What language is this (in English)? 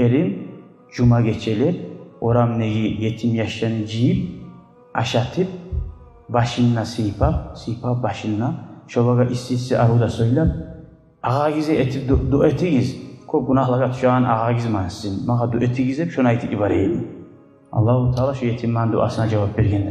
Kumyk